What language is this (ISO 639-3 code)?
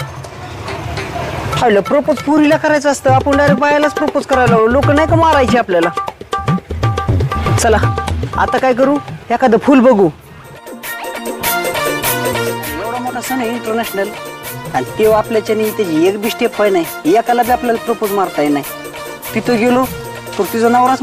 mar